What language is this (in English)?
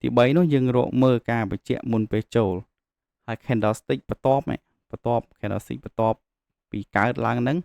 Khmer